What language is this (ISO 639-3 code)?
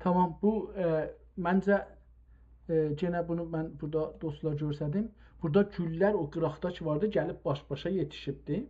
azb